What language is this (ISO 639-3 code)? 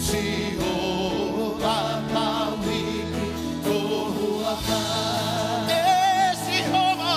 ton